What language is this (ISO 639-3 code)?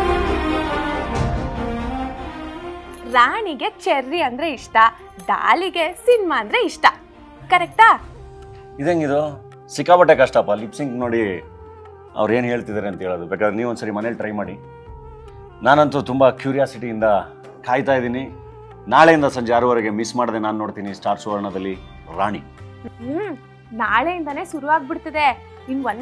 kan